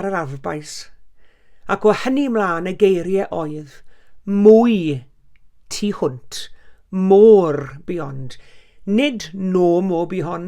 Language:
Welsh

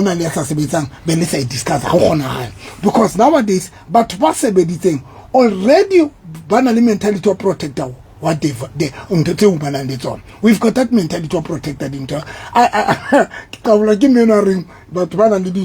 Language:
Southern Sotho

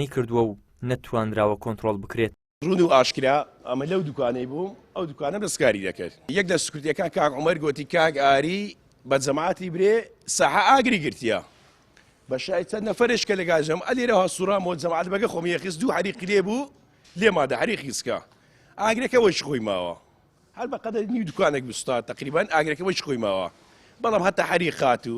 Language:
Central Kurdish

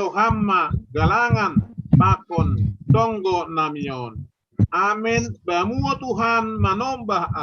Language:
Batak Simalungun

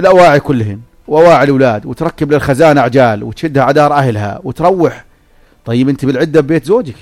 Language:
North Levantine Arabic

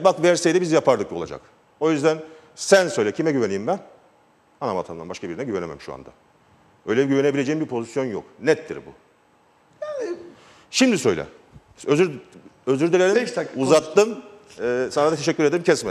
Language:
Turkish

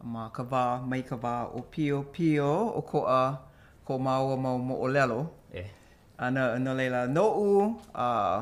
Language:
Hawaiian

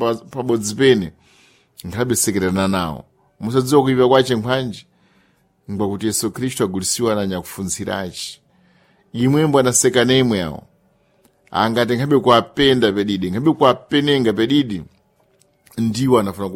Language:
Sena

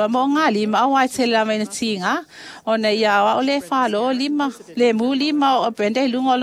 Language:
Samoan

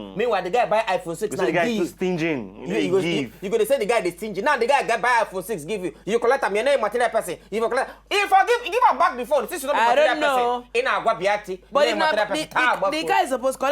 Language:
Nigerian Pidgin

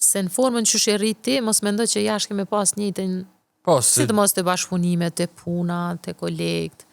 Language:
Albanian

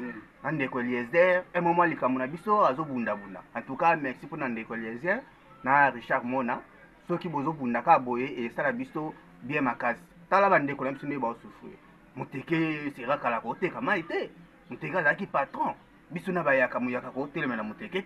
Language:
Lingala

